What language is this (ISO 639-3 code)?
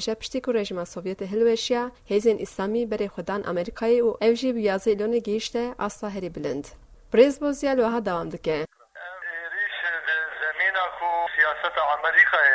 kur